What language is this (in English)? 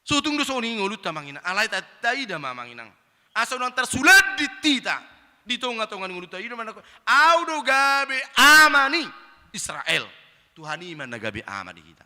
Batak Toba